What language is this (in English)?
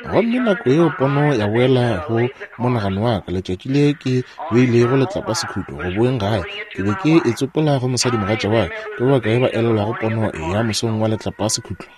Northern Sotho